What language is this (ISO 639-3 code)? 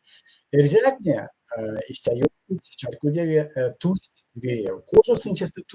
myv